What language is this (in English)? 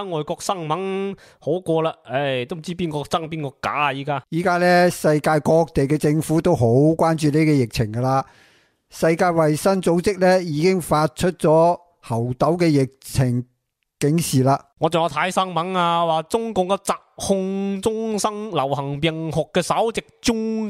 Cantonese